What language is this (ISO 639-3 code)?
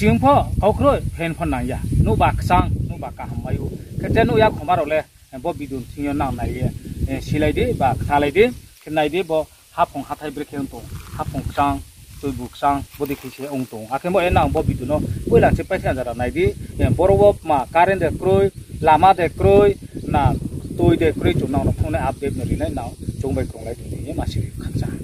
ria